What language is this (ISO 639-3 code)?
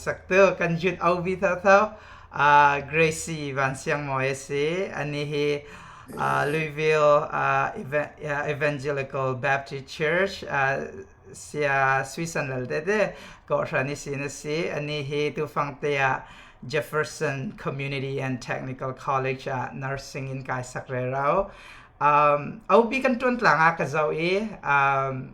cfm